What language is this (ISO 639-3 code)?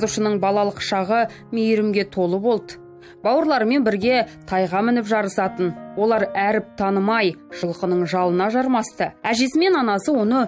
kaz